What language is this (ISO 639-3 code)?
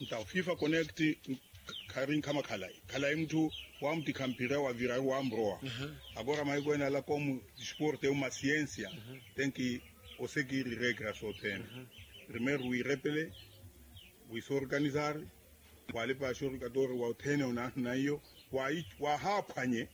vmw